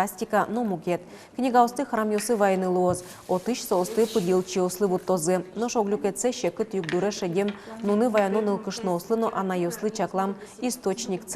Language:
Udmurt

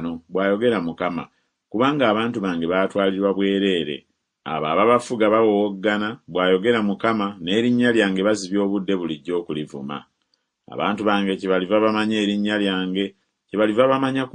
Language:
Ganda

